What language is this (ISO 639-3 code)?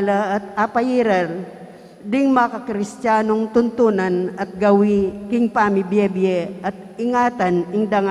pam